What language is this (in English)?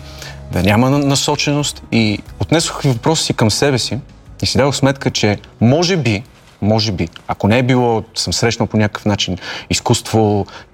Bulgarian